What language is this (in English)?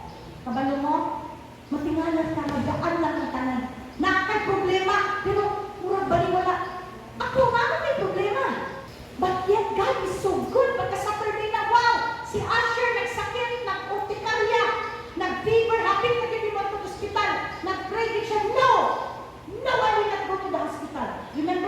Cebuano